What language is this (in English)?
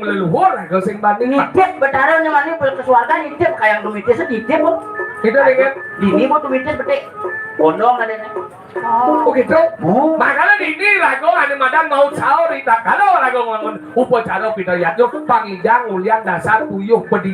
Balinese